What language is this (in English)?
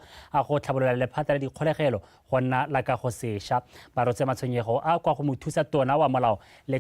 Tswana